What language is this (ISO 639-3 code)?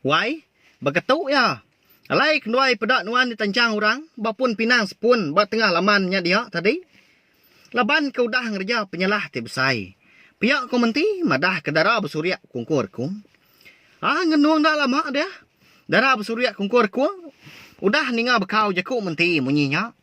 iba